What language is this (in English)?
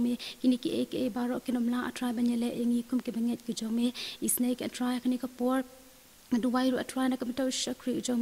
Khasi